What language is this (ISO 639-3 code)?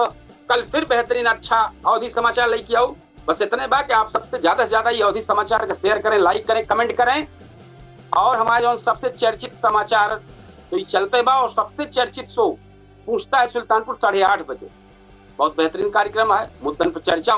awa